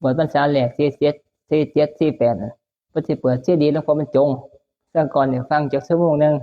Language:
Northeastern Thai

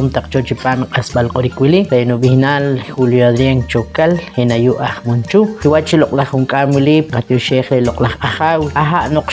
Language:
Poqomchi'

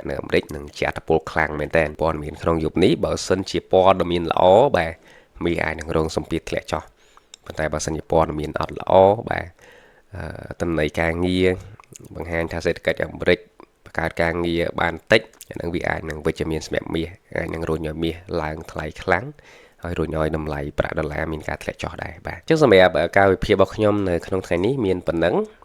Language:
Khmer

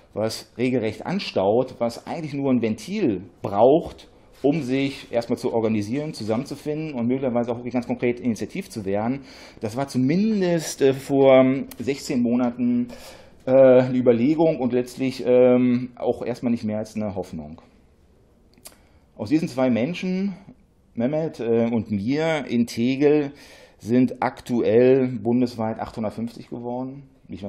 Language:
German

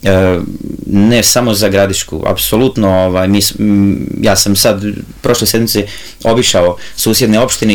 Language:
Serbian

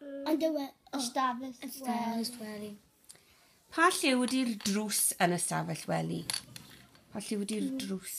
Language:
Welsh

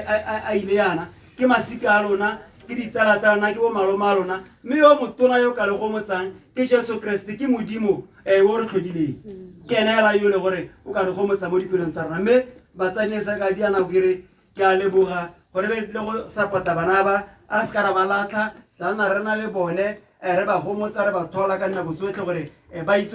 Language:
Tswana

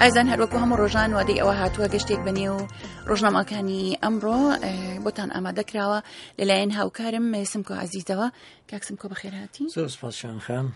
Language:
Central Kurdish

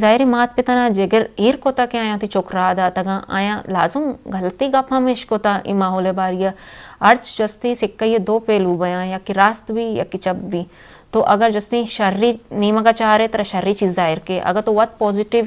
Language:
Eastern Balochi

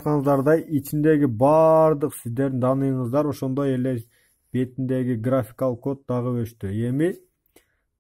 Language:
Kyrgyz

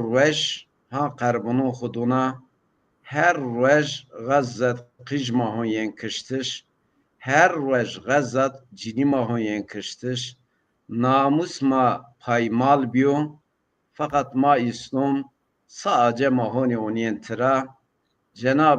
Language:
Zaza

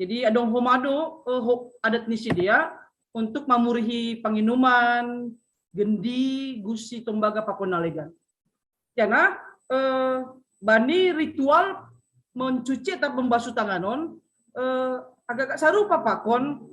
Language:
Batak Simalungun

